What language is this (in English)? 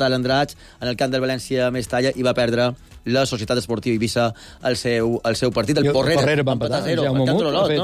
Catalan